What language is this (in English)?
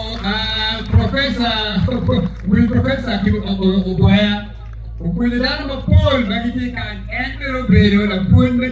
Acoli